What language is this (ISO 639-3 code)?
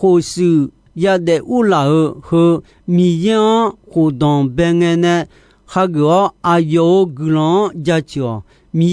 ahk